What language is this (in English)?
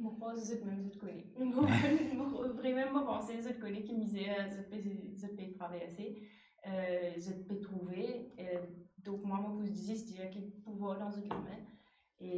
Morisyen